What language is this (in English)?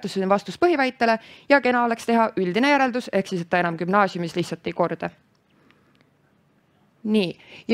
Estonian